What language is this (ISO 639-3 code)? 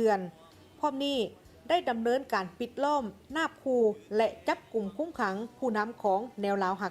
lao